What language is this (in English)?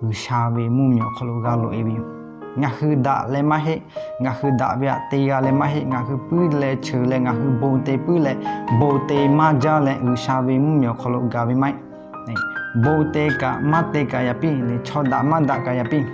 Lahu